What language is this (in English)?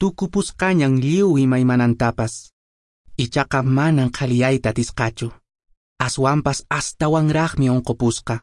Quechua